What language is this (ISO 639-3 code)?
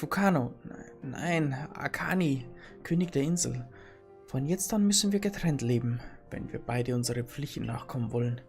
bar